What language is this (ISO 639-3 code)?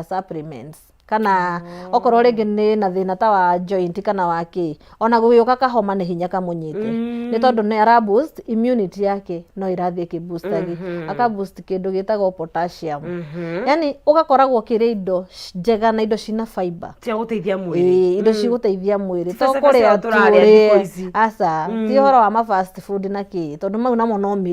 kik